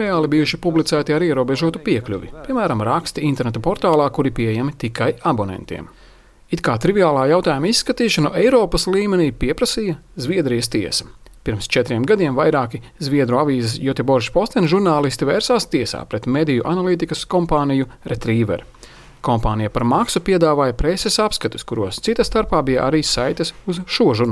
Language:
Latvian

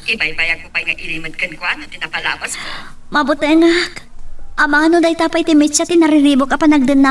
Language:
Iloko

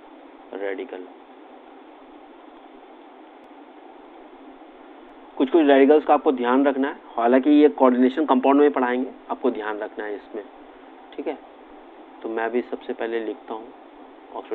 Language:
Hindi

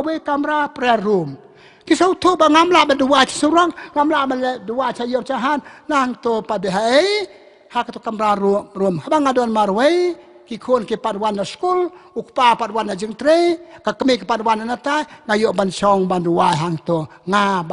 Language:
Khasi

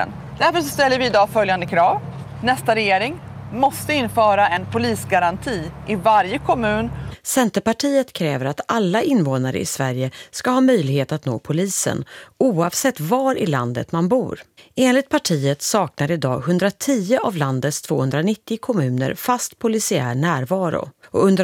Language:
Swedish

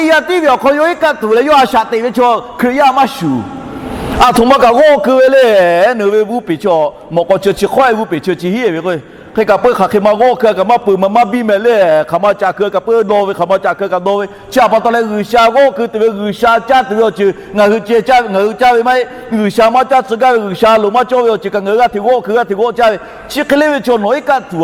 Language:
Lahu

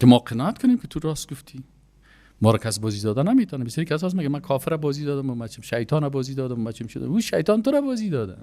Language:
Persian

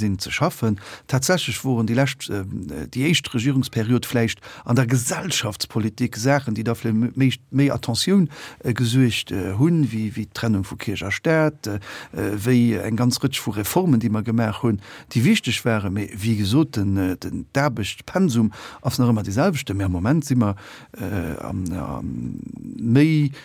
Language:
Luxembourgish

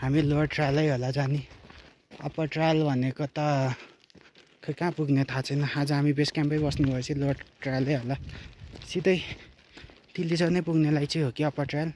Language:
Nepali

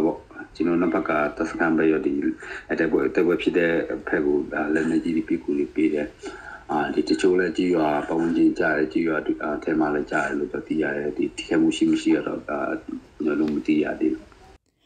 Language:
Burmese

